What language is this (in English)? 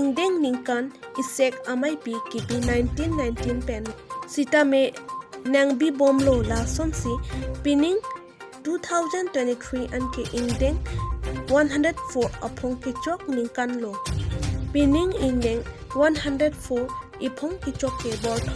Karbi